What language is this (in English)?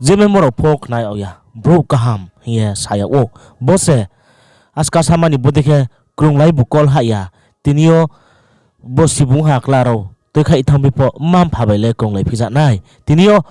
Riang (India)